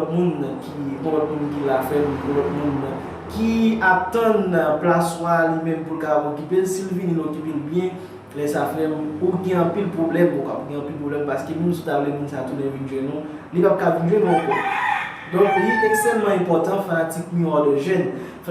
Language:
Haitian Creole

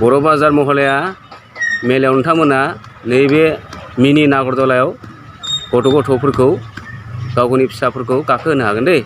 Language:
Bodo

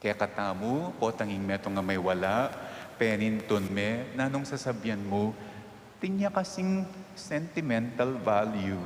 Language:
Pampanga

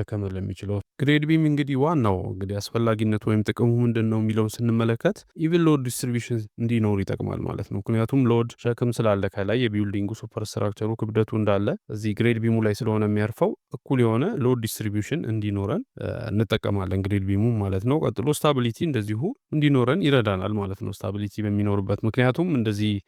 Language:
Amharic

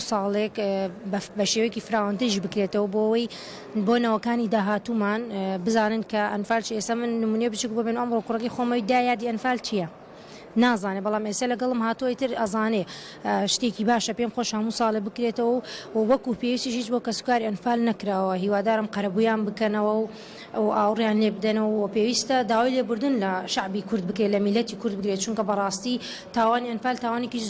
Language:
Central Kurdish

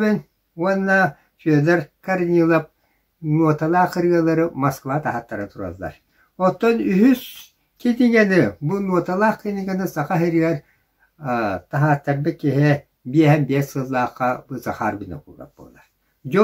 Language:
Yakut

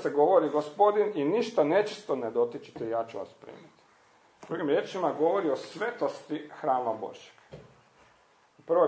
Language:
Croatian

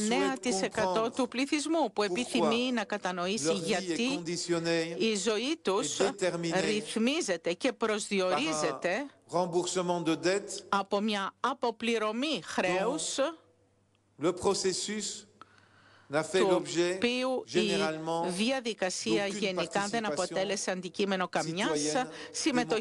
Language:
Greek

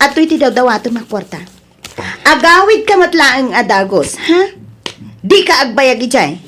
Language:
Iloko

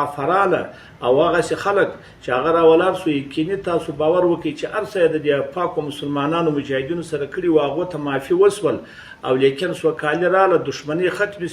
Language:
Pashto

